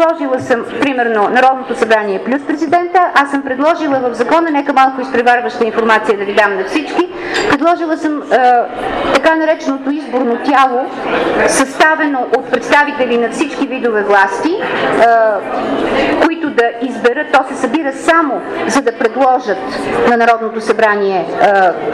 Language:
Bulgarian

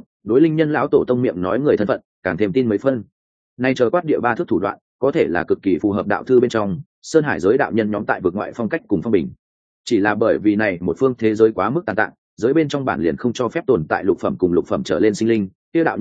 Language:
Vietnamese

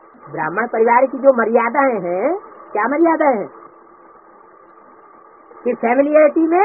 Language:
Hindi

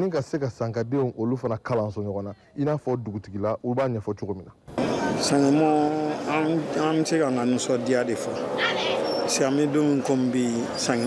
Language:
Bambara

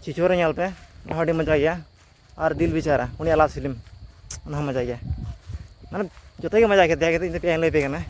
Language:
Santali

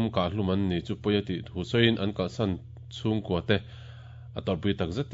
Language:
Mizo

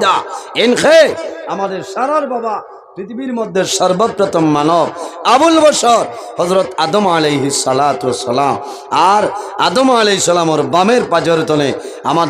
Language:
Sylheti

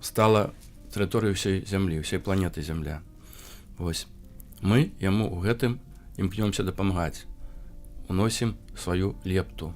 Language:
Belarusian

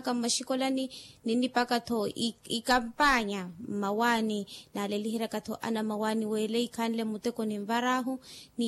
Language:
Makhuwa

